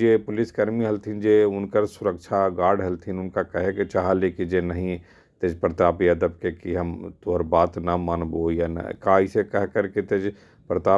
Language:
Magahi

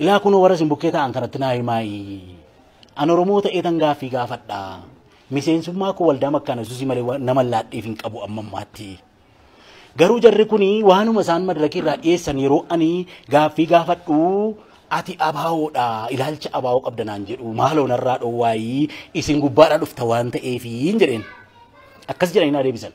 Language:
Oromo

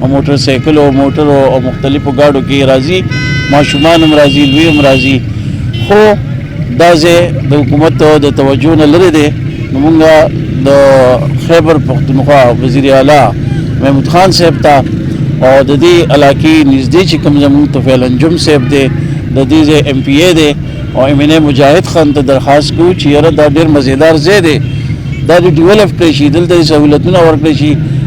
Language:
Pashto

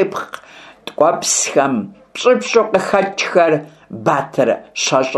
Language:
Kabardian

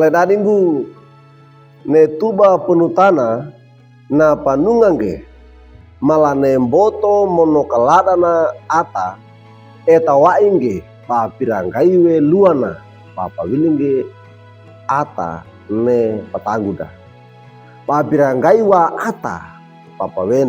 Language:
Wejewa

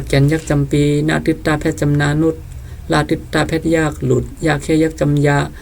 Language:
Shan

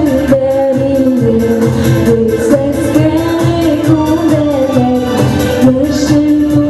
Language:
Bashkir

